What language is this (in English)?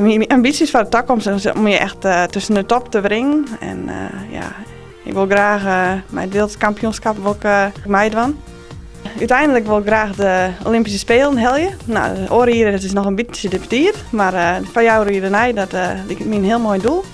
Western Frisian